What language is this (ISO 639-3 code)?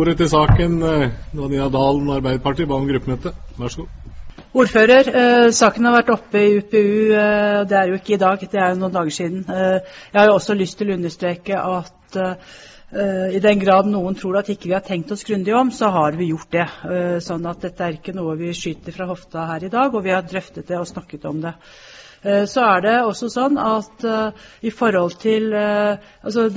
nor